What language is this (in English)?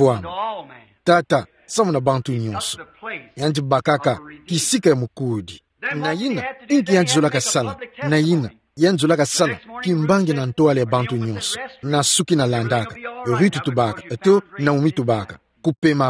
Kituba (Democratic Republic of Congo)